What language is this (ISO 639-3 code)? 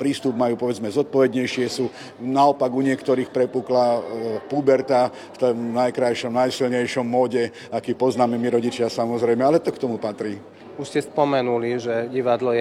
slk